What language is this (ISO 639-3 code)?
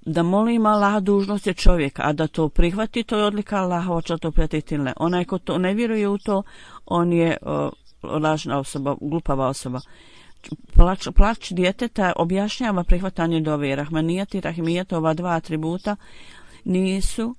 bos